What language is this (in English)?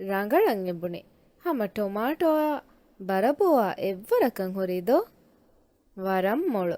Divehi